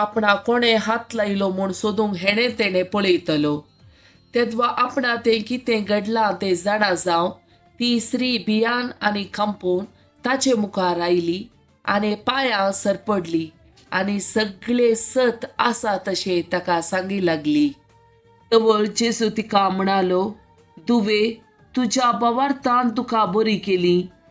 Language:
Konkani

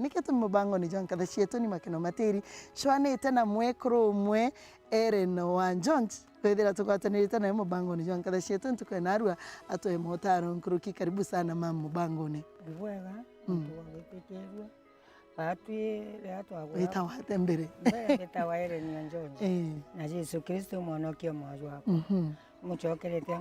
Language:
Meru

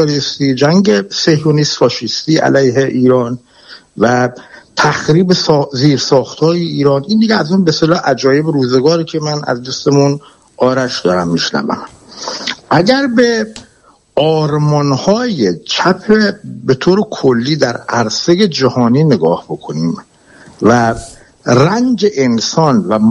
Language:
Persian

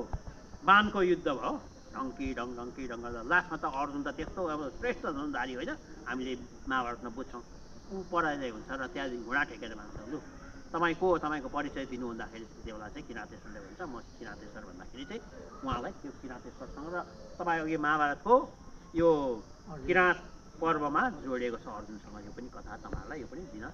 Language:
Nepali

